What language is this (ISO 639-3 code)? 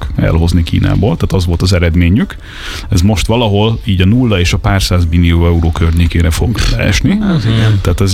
hun